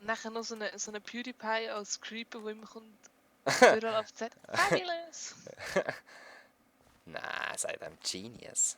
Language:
Swiss German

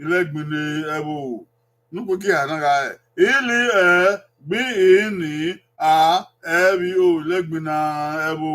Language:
Bini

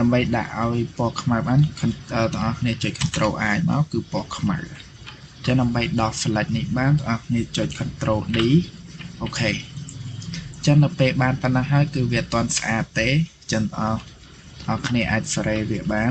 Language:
Khmer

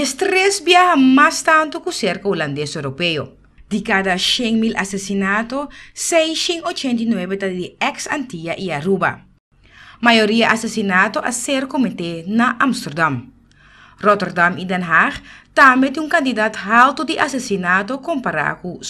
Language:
Papiamento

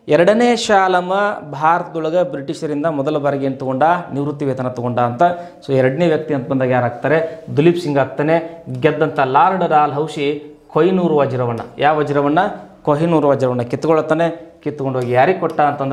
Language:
Kannada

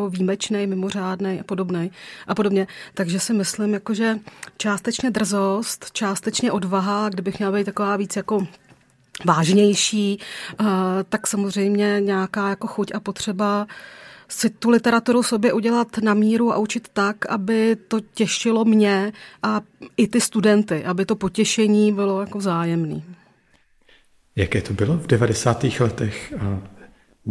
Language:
Czech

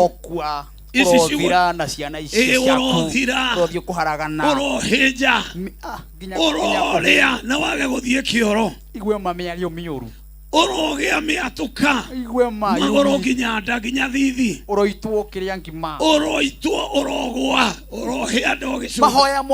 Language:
Kikuyu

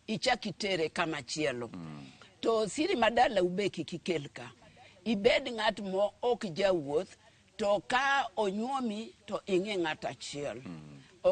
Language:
Luo (Kenya and Tanzania)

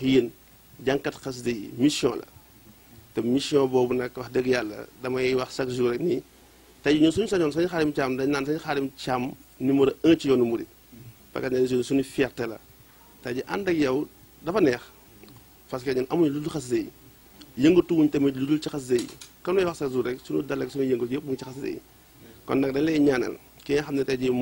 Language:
Wolof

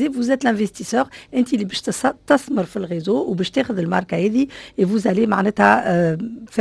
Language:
Tunisian Arabic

